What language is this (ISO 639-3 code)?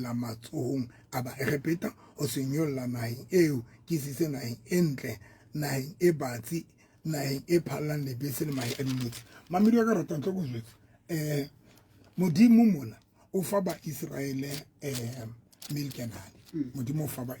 sot